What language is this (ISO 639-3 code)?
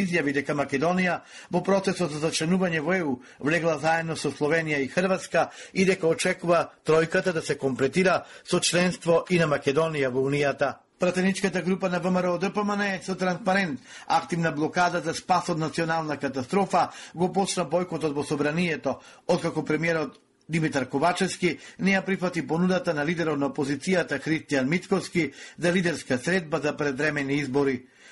mkd